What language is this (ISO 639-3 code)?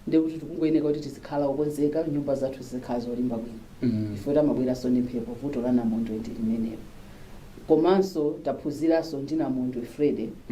nya